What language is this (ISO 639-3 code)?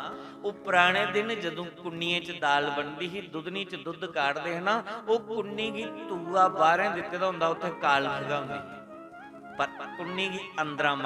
doi